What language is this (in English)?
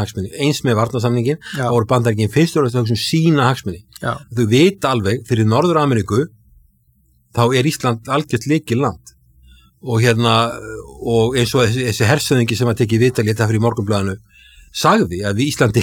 Icelandic